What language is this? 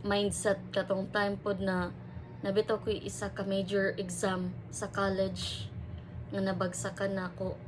Cebuano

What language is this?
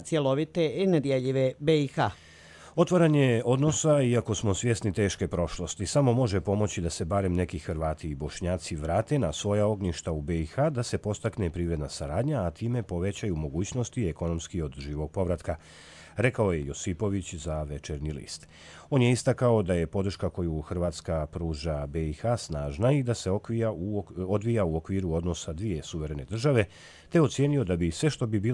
Croatian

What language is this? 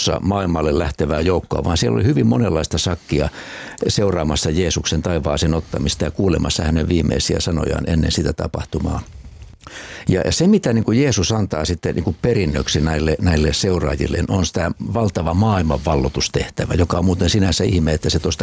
Finnish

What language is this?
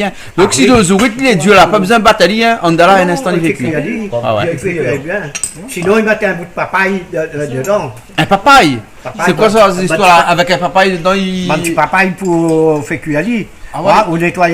Réunion Creole French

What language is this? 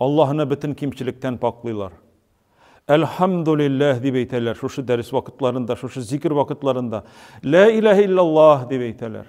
Tatar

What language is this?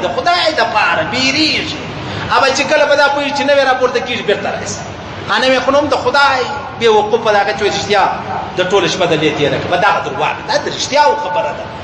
Pashto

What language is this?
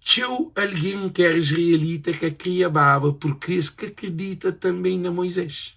Kabuverdianu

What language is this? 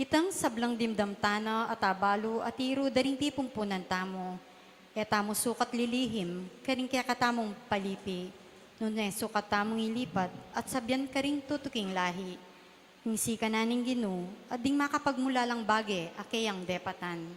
Pampanga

